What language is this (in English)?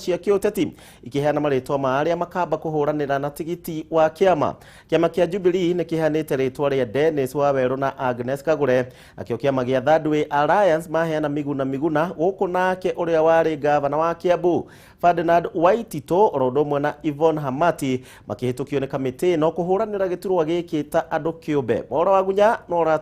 Kikuyu